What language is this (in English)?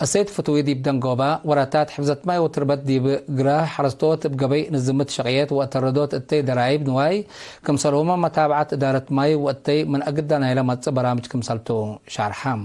Tigre